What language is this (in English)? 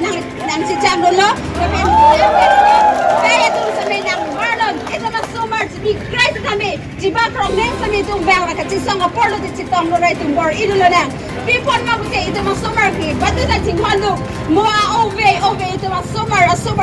Karbi